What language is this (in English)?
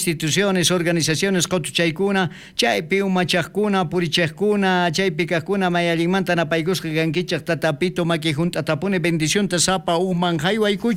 South Bolivian Quechua